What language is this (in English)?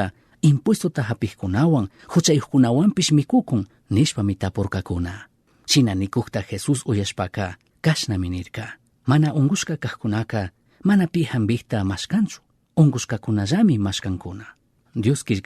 Chimborazo Highland Quichua